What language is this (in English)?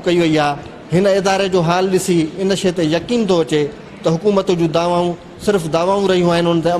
Sindhi